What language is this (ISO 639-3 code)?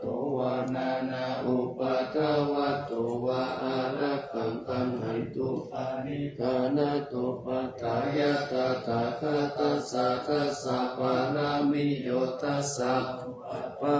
pli